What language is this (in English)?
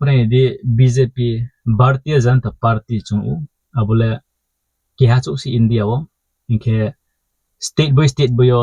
Riang (India)